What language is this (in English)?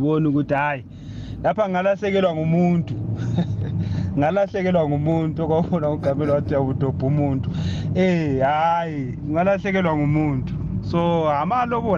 South Ndebele